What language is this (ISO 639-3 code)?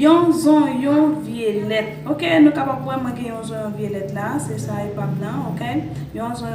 hat